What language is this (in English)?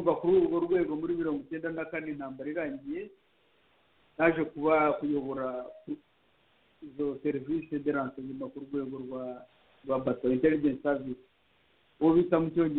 Kinyarwanda